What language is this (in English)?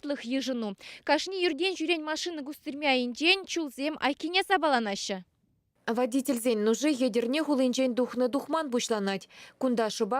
Chuvash